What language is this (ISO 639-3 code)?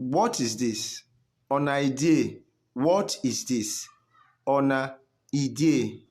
urh